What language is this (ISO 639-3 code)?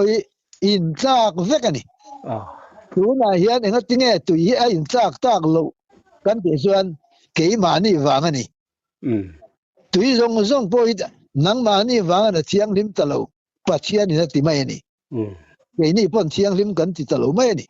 lus